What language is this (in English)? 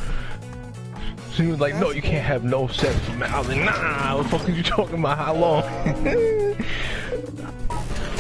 English